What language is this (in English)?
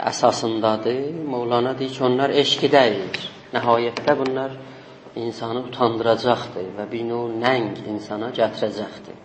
South Azerbaijani